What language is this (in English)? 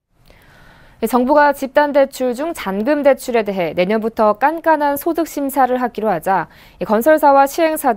Korean